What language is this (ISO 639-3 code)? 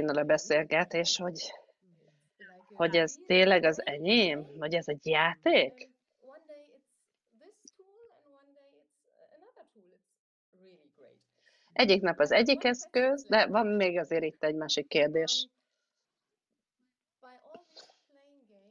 hun